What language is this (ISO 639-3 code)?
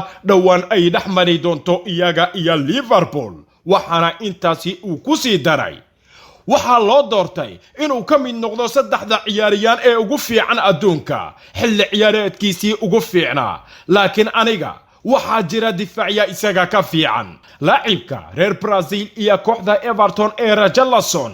som